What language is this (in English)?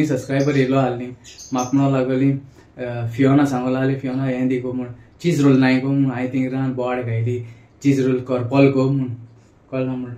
Konkani